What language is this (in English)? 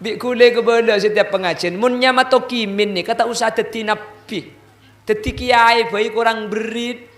Madurese